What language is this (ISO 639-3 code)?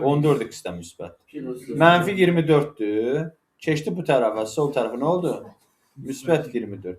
aze